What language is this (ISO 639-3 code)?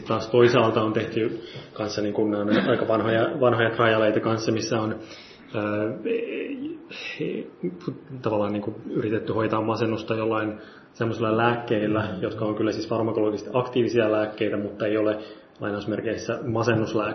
fin